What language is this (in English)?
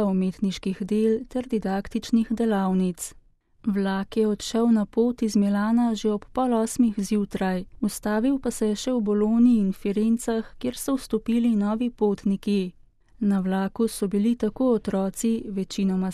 Slovenian